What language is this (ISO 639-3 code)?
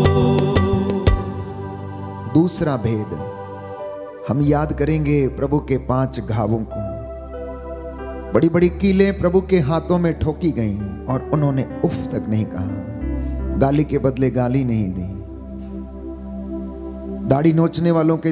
hin